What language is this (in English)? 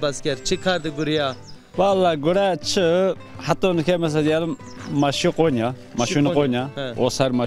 Zaza